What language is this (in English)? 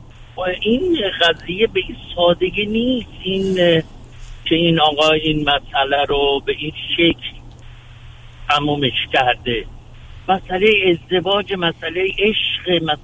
Persian